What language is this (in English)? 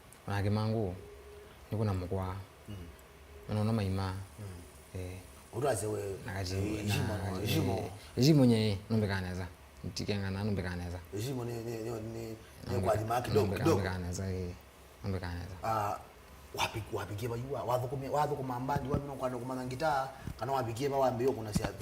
Kamba